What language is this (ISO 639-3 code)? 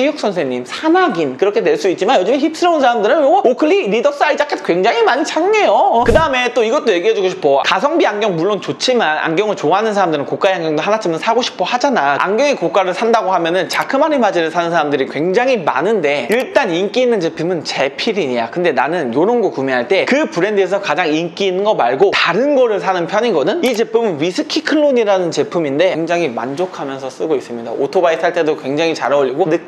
kor